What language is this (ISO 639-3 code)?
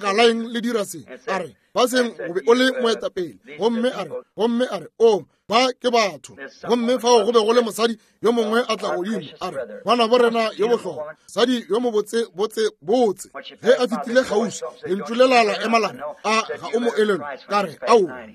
nso